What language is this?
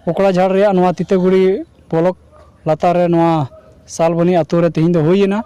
Santali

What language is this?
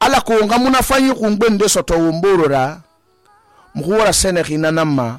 Susu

